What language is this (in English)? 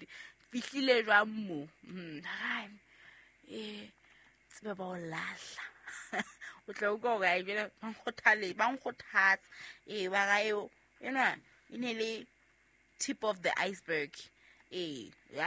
Southern Sotho